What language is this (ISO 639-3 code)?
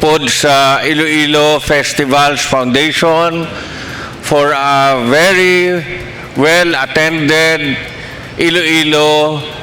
hil